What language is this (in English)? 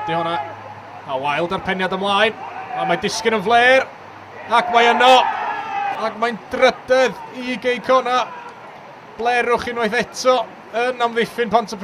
Welsh